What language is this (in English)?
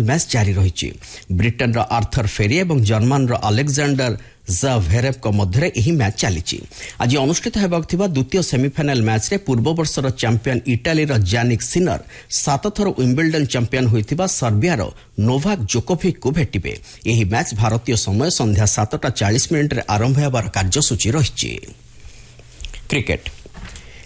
Odia